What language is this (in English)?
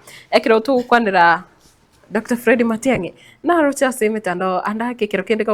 Gusii